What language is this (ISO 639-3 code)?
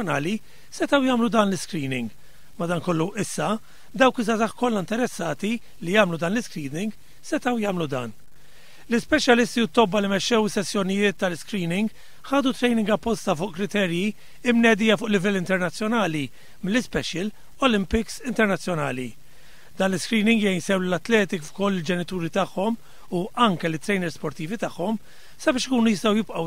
mlt